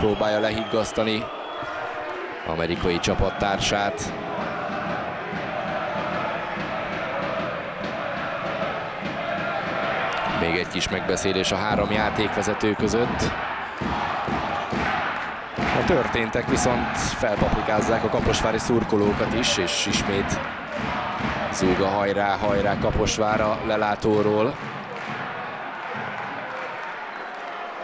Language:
Hungarian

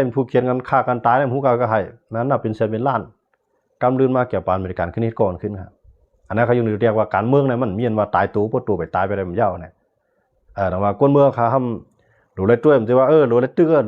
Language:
Shan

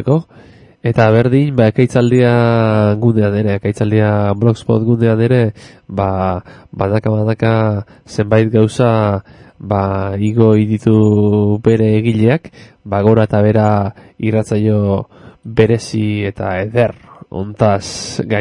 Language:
Basque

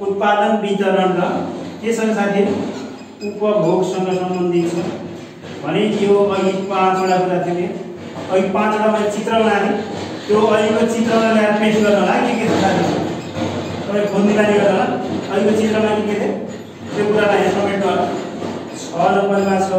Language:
Nepali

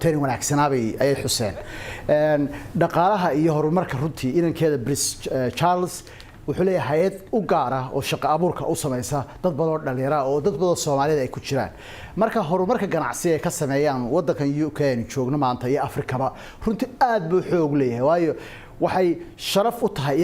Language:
Somali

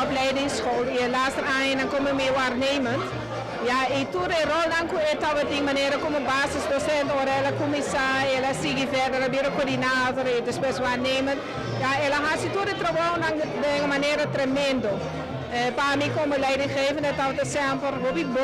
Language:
Papiamento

